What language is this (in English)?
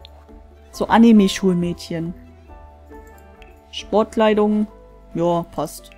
German